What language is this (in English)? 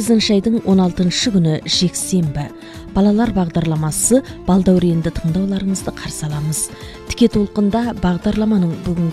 Kazakh